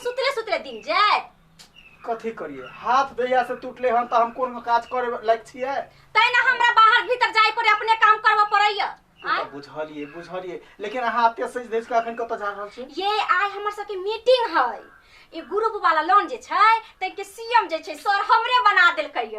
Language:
Maithili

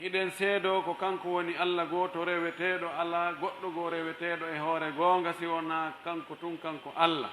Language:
Pular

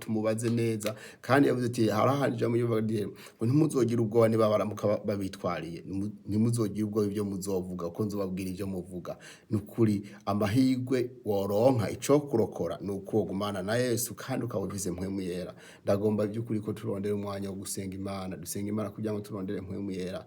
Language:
Rundi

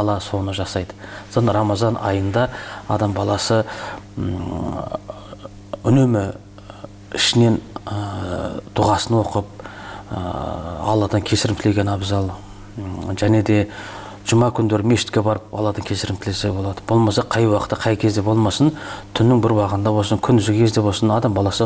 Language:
Kazakh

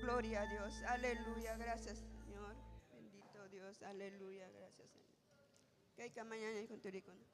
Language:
Ayacucho Quechua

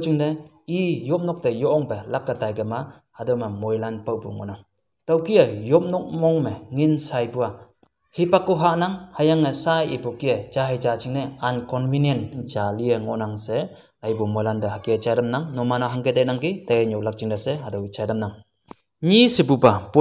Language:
Konyak Naga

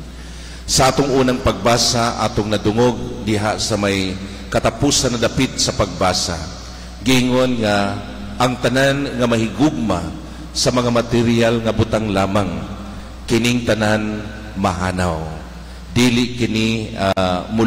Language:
Cebuano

